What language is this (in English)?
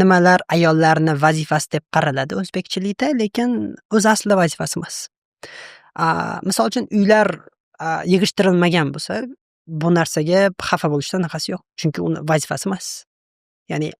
Uzbek